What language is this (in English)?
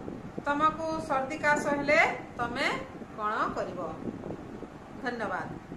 Odia